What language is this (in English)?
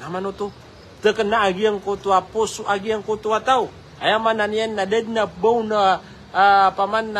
Maranao